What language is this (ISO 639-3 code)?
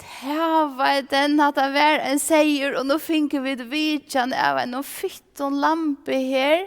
fao